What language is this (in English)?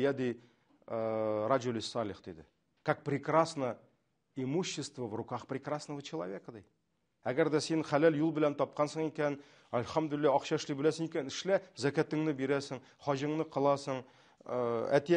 Tatar